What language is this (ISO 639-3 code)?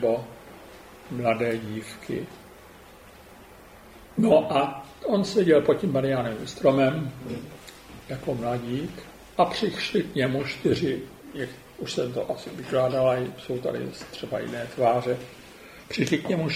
ces